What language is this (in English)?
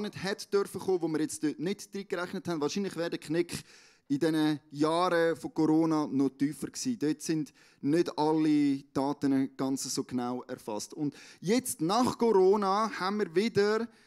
Swiss German